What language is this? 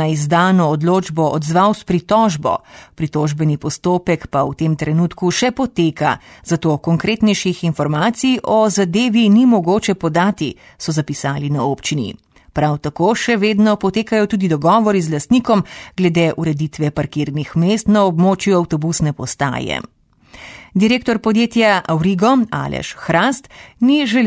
Slovenian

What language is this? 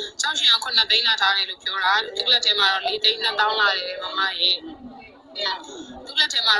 Burmese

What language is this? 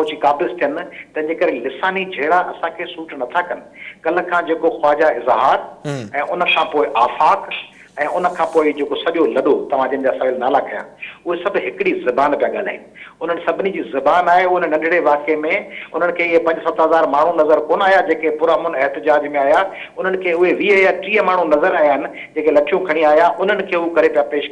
Sindhi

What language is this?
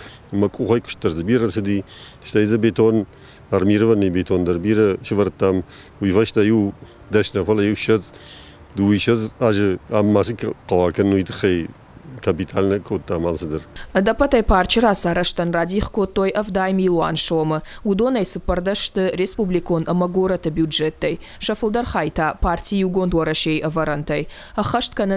Ossetic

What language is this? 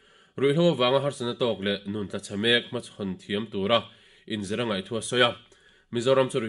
Mizo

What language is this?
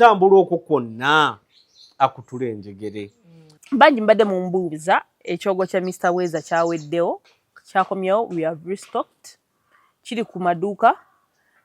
Ganda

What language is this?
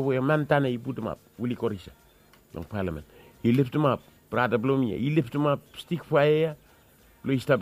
Bislama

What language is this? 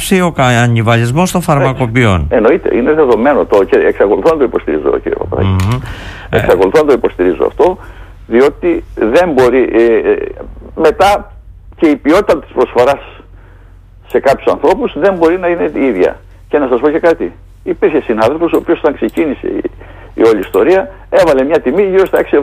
Greek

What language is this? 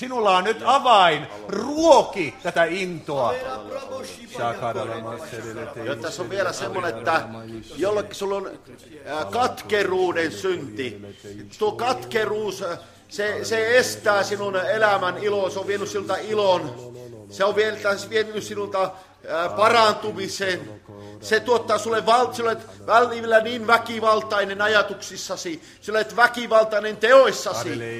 Finnish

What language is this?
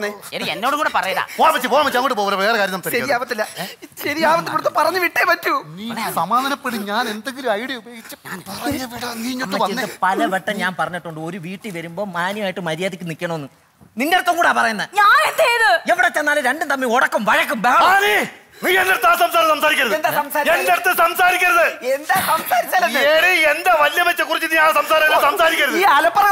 Malayalam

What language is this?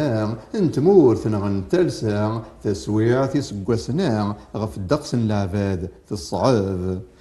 Kabyle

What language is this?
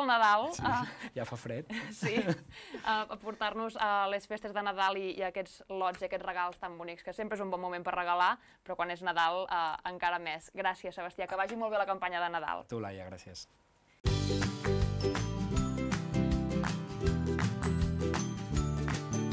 Catalan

